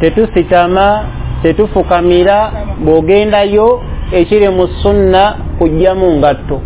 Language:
Ganda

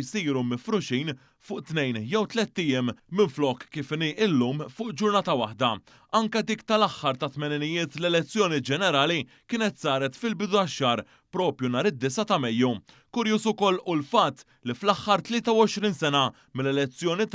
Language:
Maltese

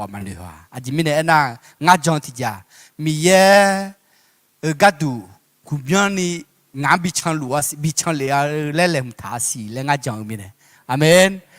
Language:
Akha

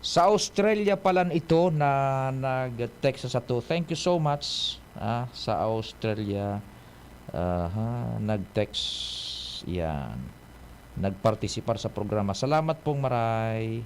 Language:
Bikol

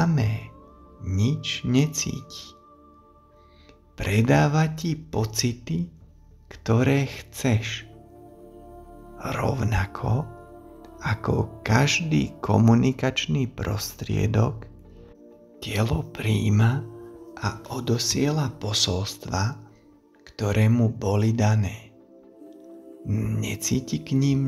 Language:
Slovak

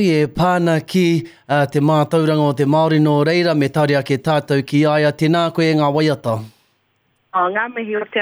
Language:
Māori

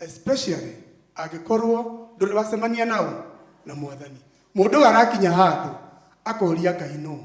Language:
Kikuyu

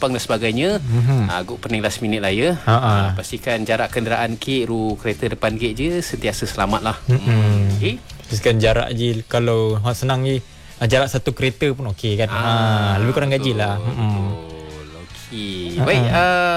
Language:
Malay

